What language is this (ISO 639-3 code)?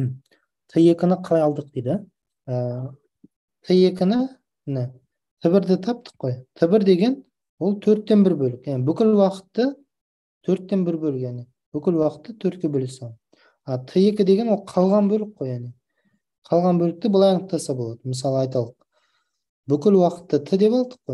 kaz